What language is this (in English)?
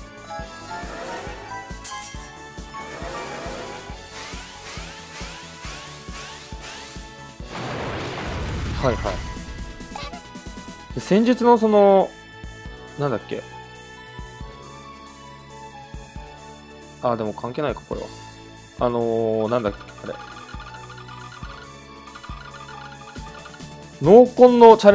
Japanese